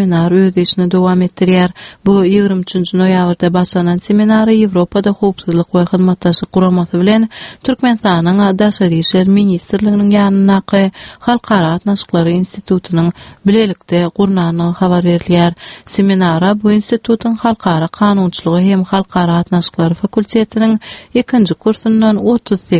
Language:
Turkmen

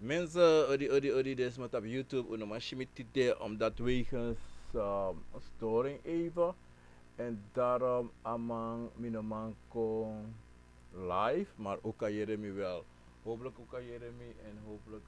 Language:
Sranan Tongo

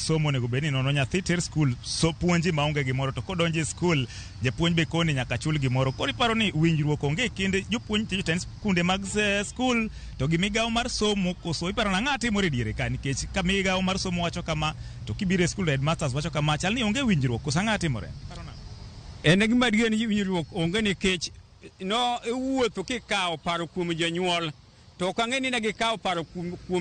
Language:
Luo (Kenya and Tanzania)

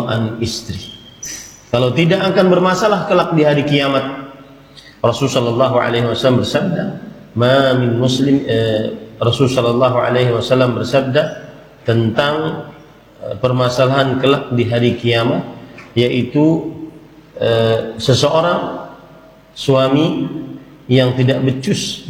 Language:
Indonesian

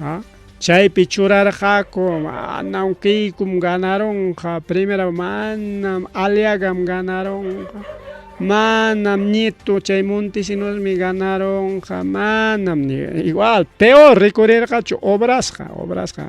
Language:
Ayacucho Quechua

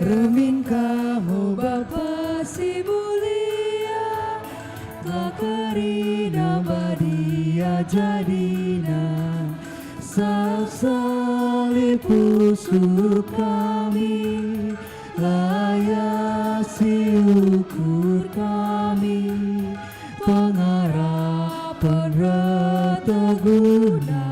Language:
Batak Karo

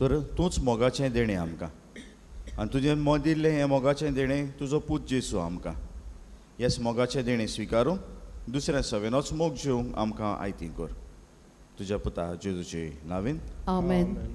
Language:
Konkani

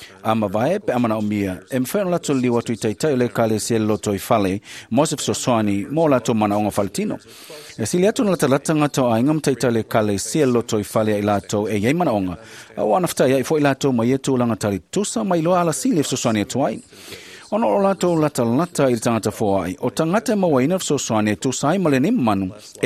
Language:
Samoan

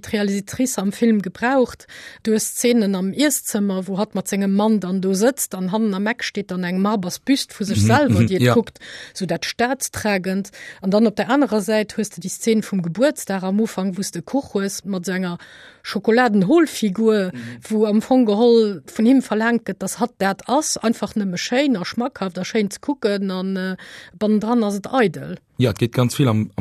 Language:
Luxembourgish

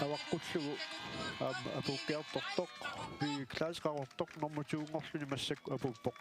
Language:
Kalaallisut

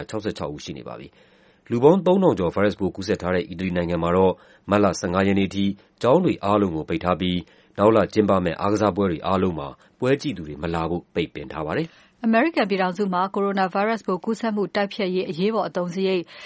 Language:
Burmese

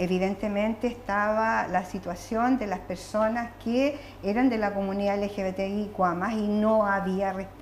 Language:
Spanish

